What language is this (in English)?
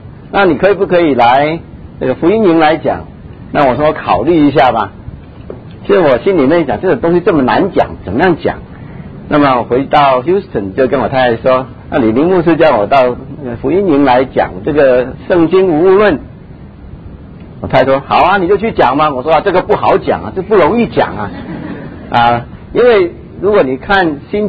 Chinese